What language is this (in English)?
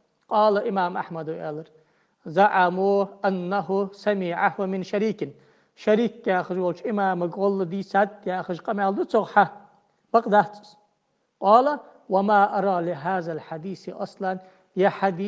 Ingush